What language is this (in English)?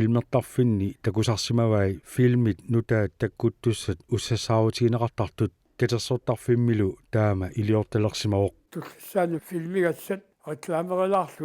Kalaallisut